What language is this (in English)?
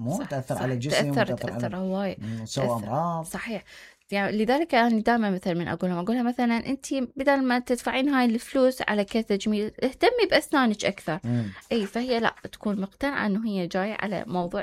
Mesopotamian Arabic